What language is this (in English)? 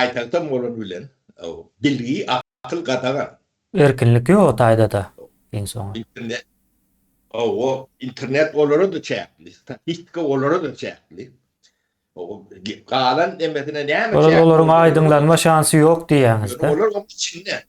Turkmen